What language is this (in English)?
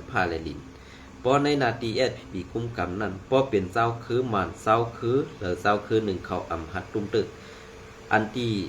Shan